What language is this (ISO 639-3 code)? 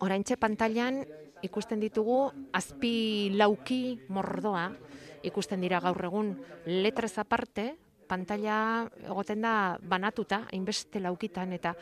eus